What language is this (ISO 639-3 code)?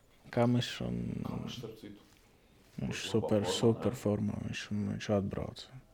lav